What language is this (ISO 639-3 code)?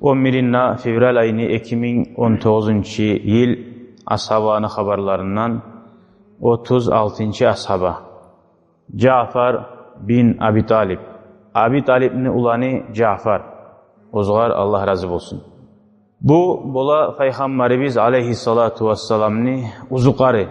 kum